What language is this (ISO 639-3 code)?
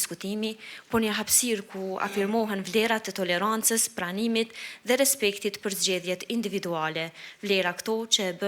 sqi